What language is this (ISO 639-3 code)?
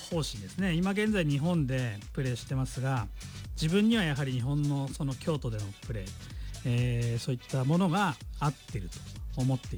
jpn